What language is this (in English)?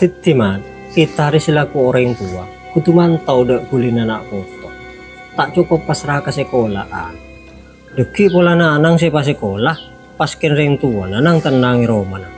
Madurese